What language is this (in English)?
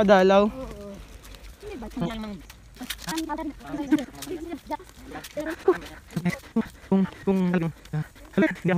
Filipino